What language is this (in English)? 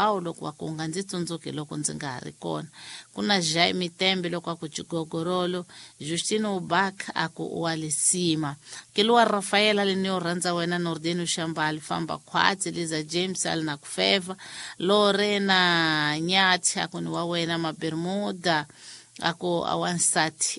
Tsonga